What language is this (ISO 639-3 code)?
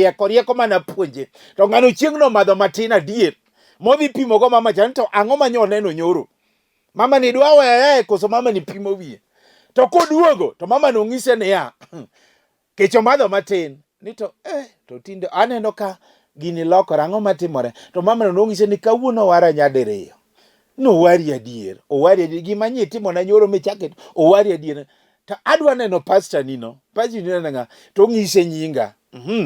luo